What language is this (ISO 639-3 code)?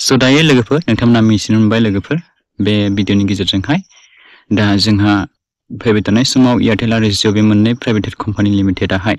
brx